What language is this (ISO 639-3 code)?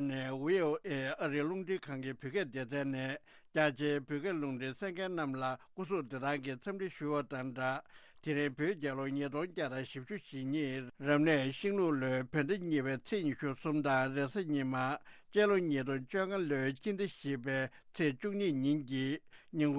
bod